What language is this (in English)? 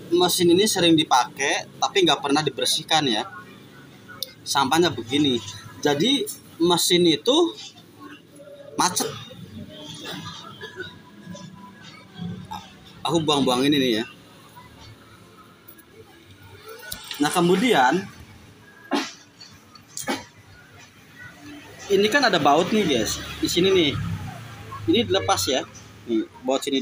Indonesian